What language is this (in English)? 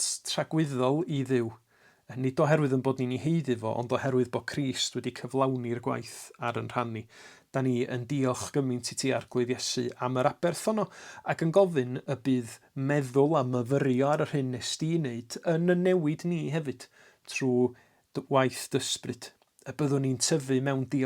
Welsh